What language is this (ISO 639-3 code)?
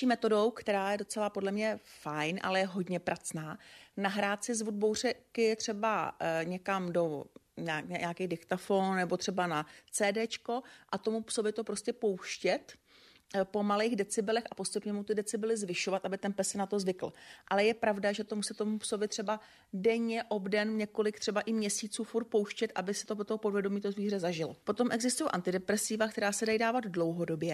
ces